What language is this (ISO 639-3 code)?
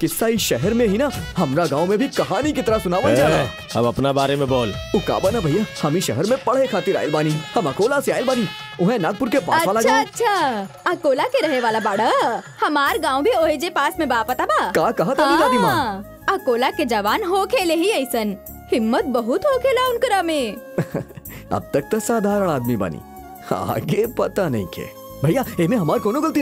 bho